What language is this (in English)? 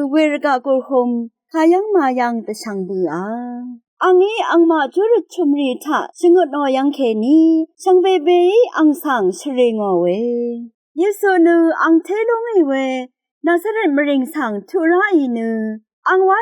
Rawang